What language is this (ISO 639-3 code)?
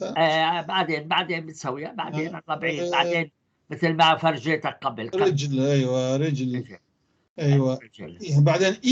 apc